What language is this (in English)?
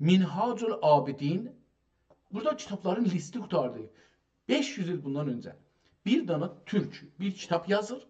South Azerbaijani